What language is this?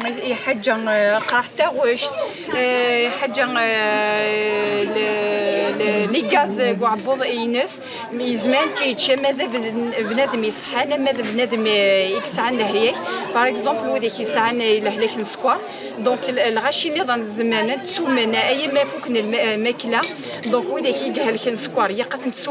Kabyle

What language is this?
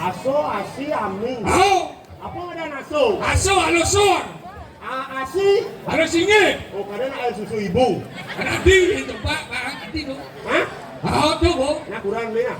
Balinese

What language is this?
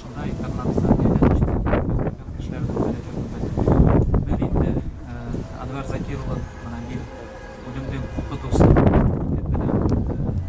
Bashkir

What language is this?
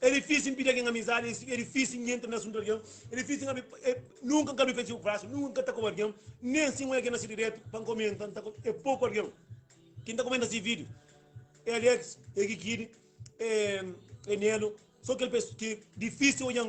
Kabuverdianu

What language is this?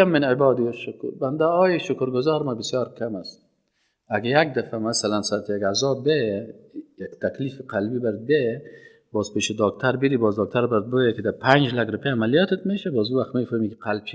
Persian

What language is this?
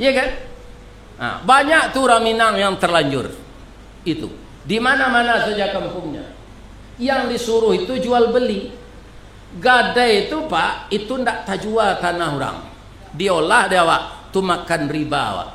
Minangkabau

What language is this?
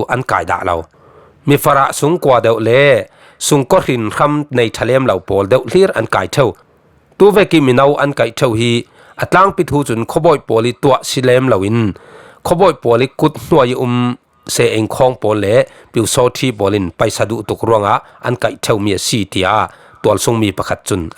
Falam Chin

